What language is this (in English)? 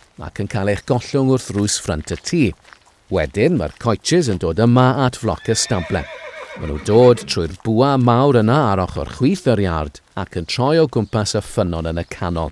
Welsh